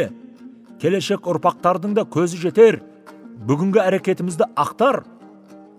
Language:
Kazakh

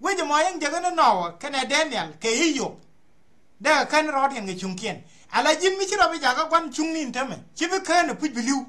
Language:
Nuer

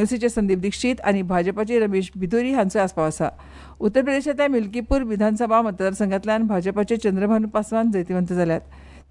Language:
Konkani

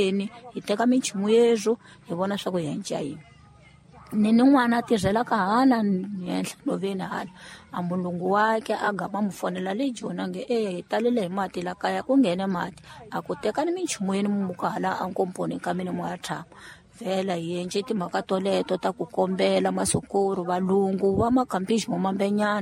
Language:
Tsonga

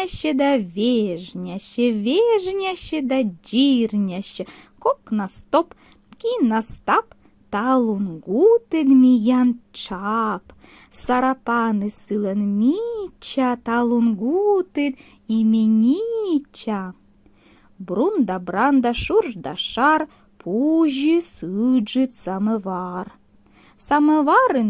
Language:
Komi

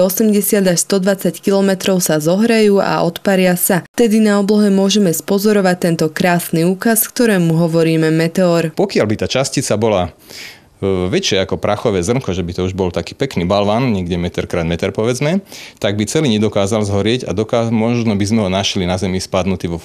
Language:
Slovak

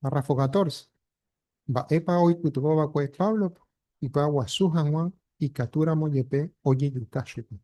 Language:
Guarani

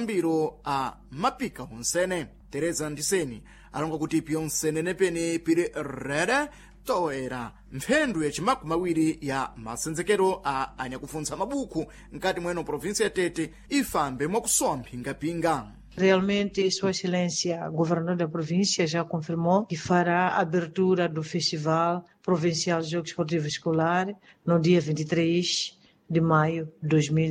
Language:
Sena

